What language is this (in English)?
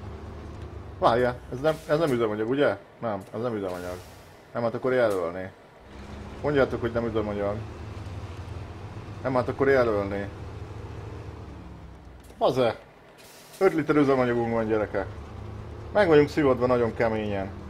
Hungarian